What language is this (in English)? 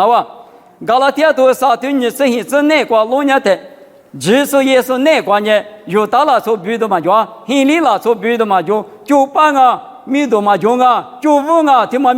Lisu